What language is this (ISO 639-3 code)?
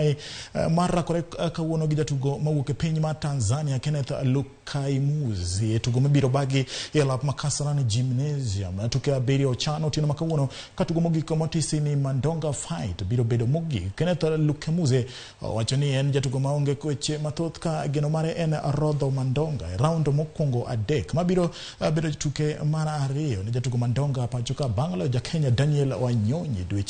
luo